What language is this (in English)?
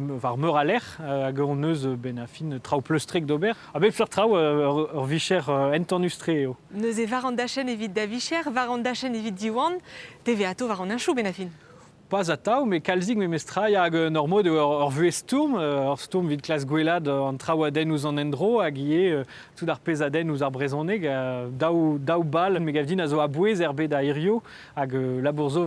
Breton